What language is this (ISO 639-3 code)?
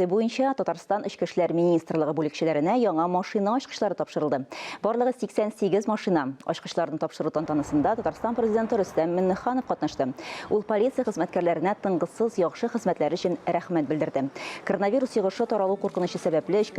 tat